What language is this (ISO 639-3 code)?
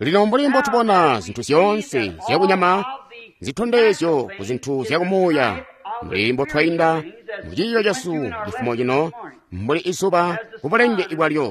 toi